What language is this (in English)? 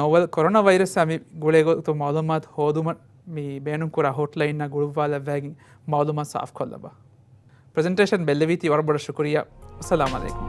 Divehi